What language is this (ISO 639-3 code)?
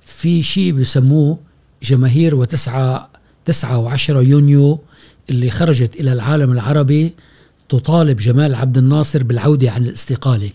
afb